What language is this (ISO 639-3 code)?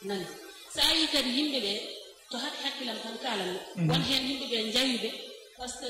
ful